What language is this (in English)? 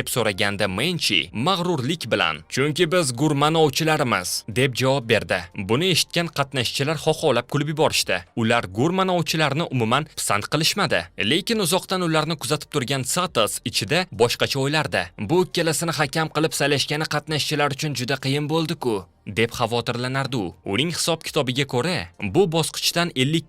Uzbek